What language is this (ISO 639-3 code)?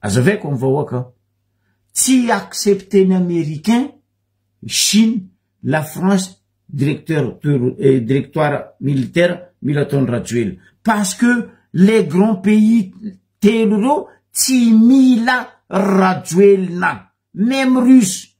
mlg